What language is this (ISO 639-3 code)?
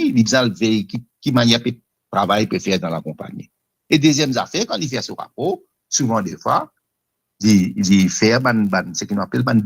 mfe